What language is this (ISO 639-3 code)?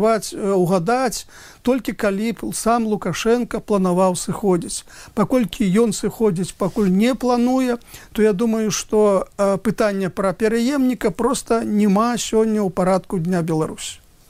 bel